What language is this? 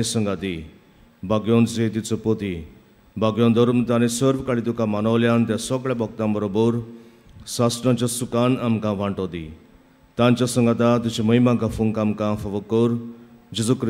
Konkani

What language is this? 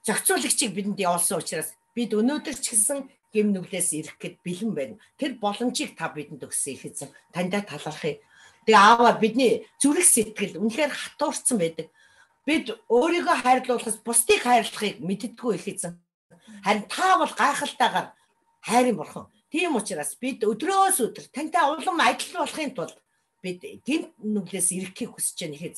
Mongolian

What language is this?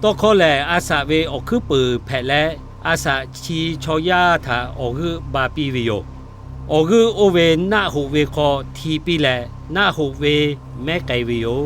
Lahu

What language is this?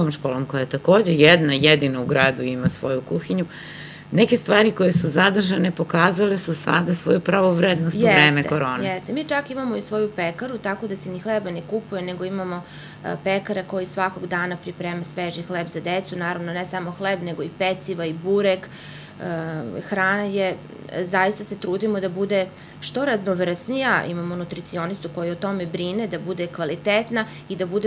Serbian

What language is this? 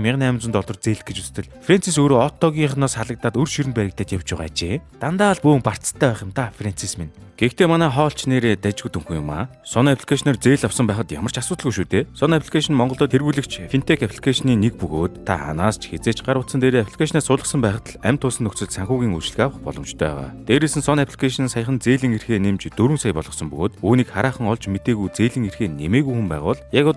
Mongolian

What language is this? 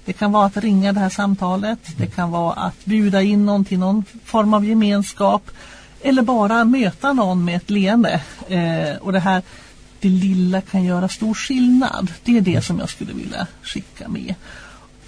Swedish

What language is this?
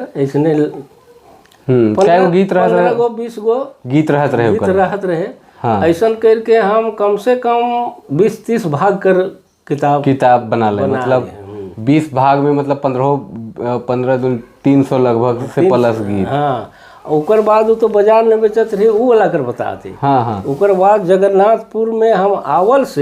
Sadri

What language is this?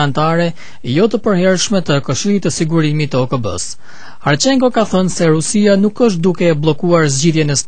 Albanian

